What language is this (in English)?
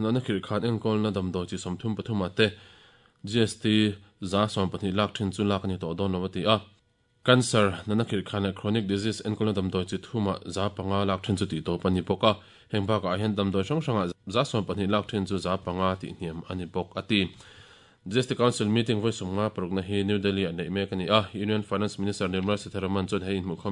Mizo